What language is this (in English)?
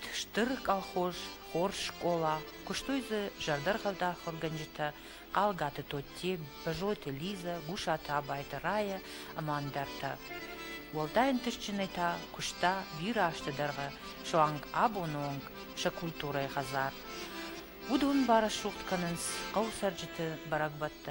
Ossetic